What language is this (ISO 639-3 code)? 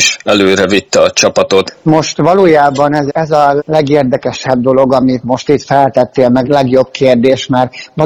hun